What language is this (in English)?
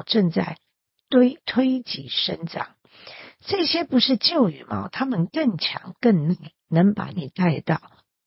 Chinese